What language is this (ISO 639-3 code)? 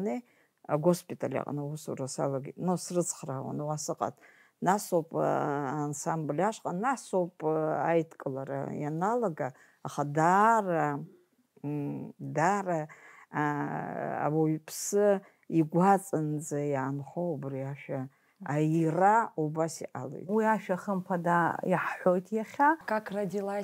abk